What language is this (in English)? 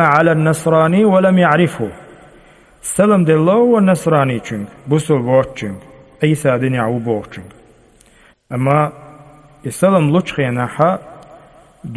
Chechen